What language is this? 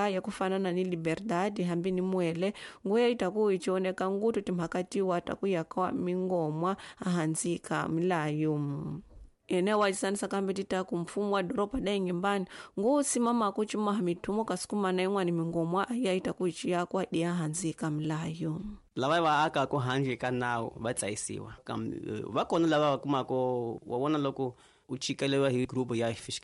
Tsonga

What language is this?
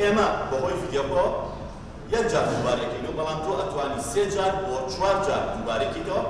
Central Kurdish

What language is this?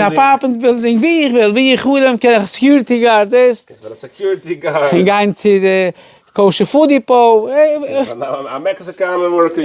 Yiddish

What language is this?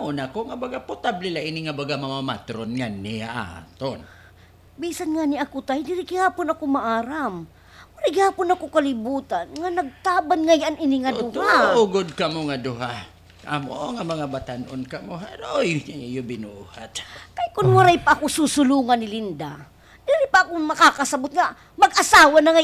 Waray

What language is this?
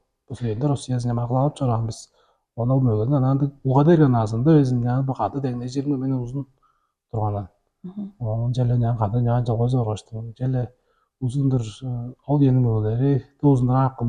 Tuvinian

